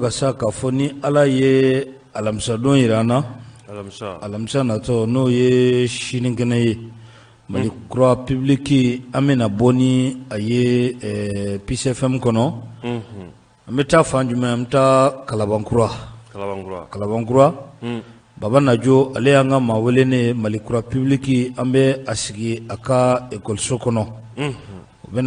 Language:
Bambara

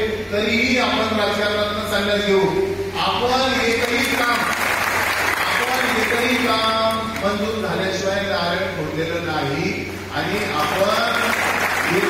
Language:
Marathi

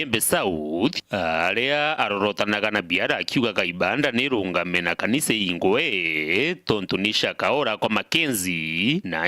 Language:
Meru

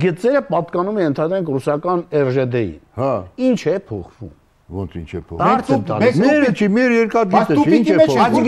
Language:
Armenian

